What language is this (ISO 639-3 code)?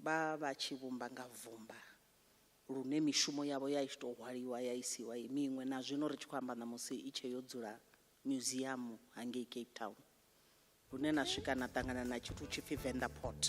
ven